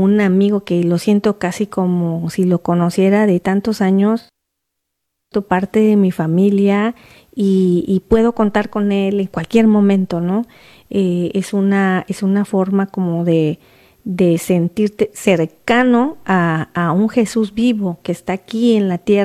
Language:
Spanish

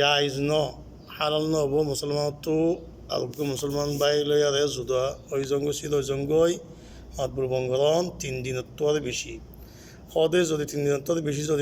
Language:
Rohingya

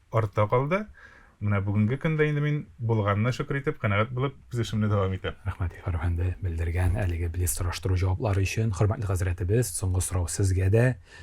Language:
Tatar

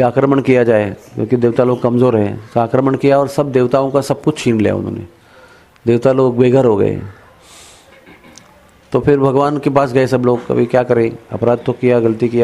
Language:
Hindi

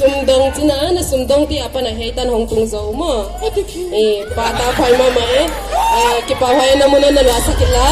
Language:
Paite Chin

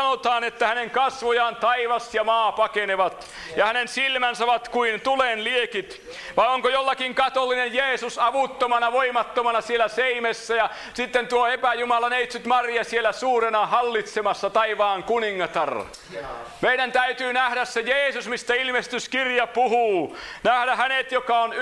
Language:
Finnish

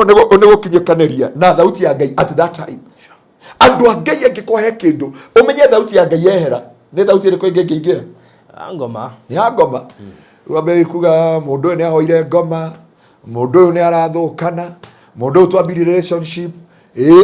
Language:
Kikuyu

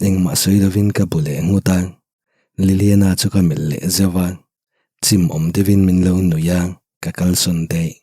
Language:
Mizo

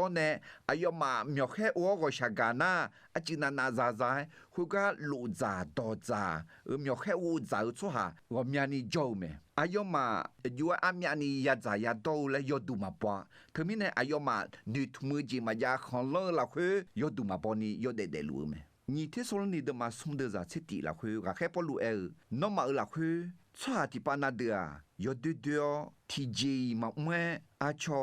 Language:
Akha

